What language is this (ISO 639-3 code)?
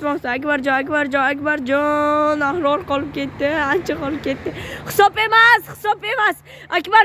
uzb